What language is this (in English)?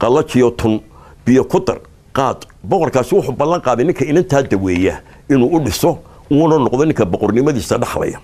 Somali